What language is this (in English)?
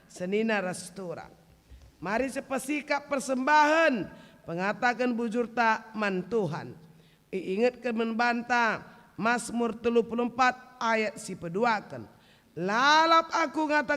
Batak Karo